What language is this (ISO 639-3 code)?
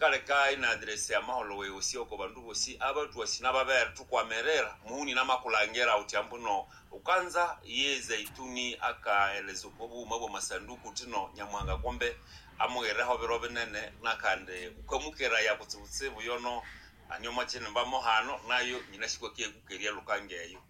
nnb